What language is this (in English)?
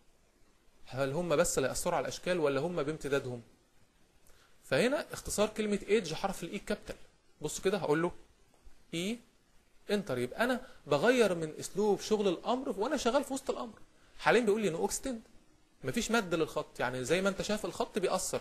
Egyptian Arabic